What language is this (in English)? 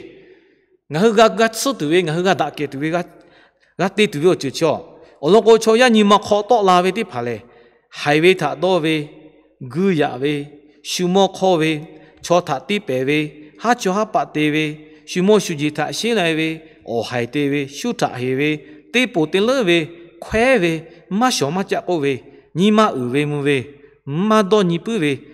Lahu